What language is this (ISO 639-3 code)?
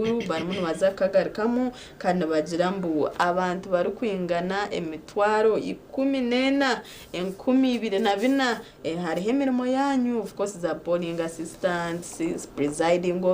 nyn